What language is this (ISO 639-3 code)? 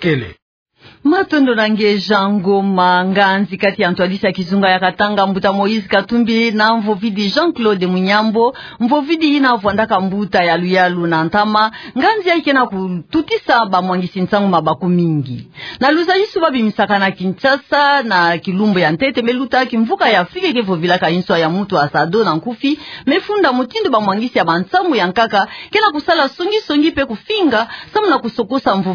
ktu